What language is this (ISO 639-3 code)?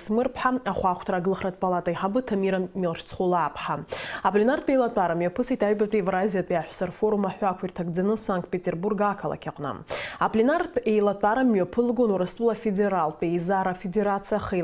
abk